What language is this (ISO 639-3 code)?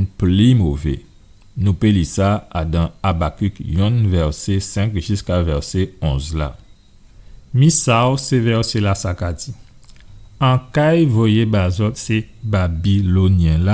gcf